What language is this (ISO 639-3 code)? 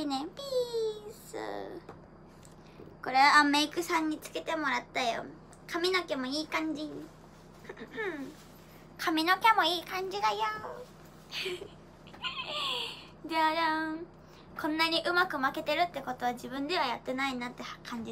jpn